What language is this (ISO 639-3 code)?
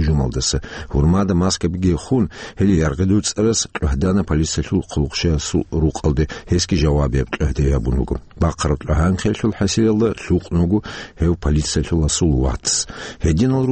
ava